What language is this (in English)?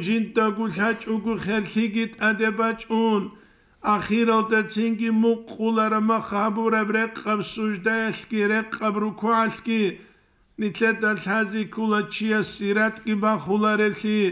Avaric